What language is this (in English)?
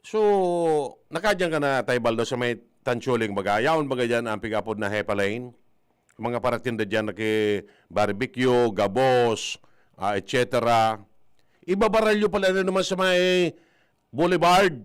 Bikol